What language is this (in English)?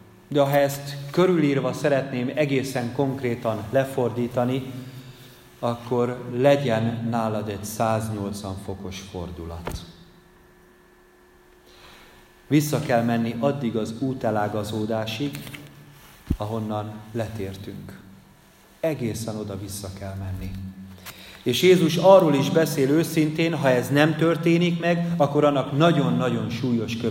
Hungarian